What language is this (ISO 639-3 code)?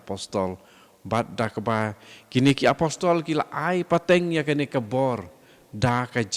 kha